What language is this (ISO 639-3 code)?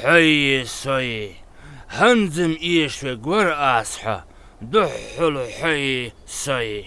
inh